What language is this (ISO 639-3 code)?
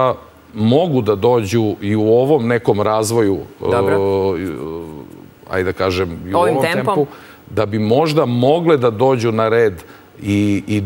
srp